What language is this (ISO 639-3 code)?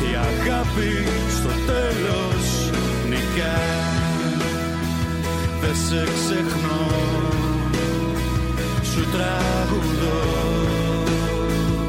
ell